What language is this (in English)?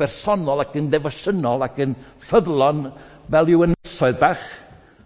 Welsh